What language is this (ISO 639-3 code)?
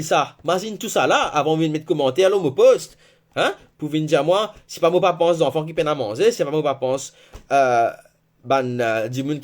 mfe